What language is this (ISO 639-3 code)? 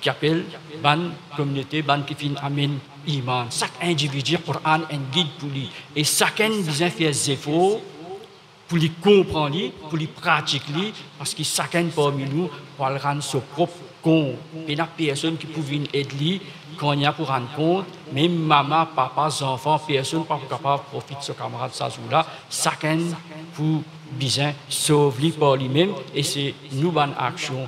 mfe